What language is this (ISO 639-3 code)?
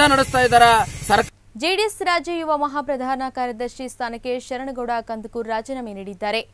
kan